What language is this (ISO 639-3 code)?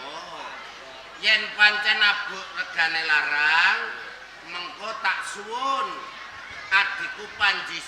jav